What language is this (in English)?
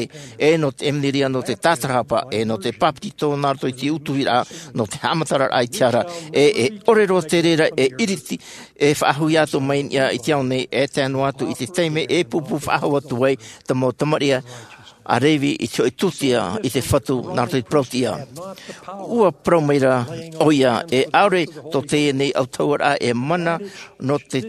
Tahitian